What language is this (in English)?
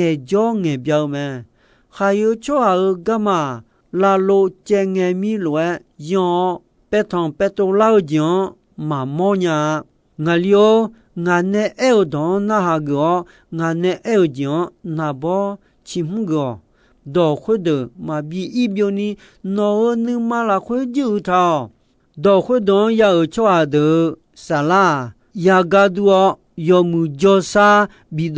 Akha